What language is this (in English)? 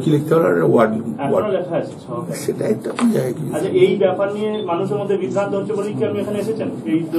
Bangla